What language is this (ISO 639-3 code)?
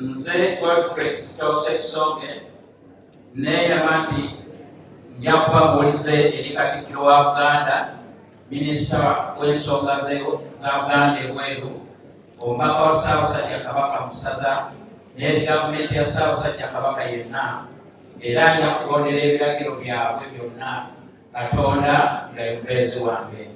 lug